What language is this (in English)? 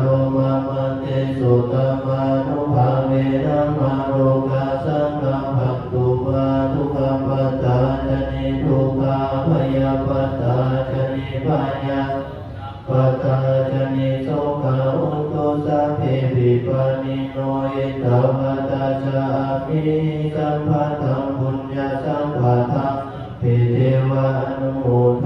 Pali